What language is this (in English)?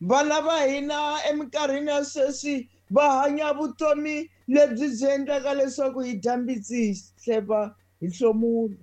Tsonga